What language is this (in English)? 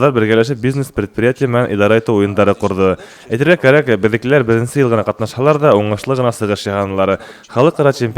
Bashkir